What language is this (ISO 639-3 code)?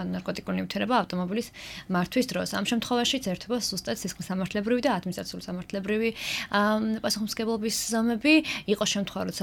kat